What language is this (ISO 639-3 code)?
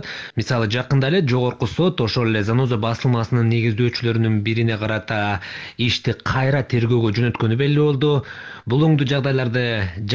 kir